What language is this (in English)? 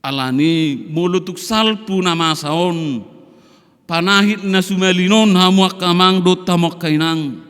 Batak Toba